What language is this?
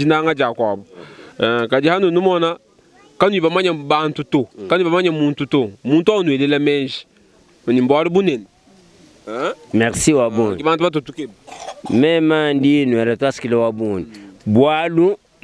Luba-Lulua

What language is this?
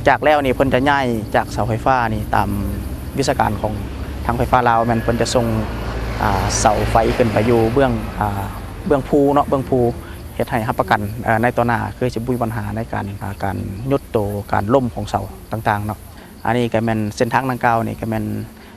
Lao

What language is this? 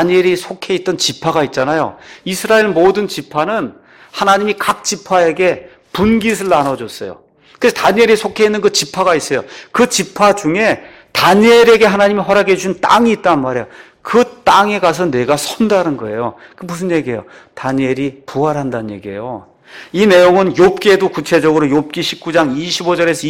Korean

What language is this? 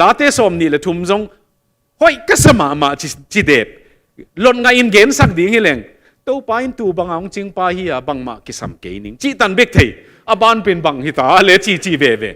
Tedim Chin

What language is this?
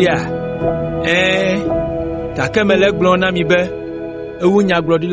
Ewe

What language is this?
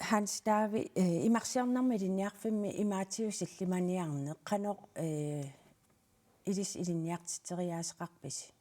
Kalaallisut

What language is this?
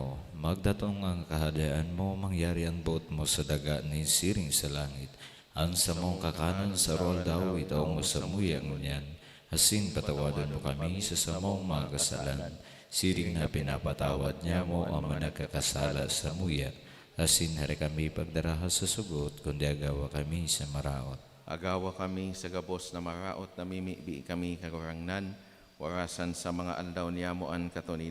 Bikol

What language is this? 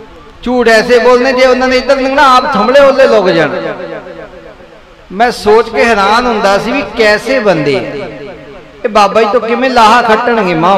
Punjabi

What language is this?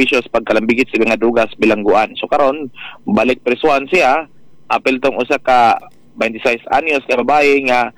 Cebuano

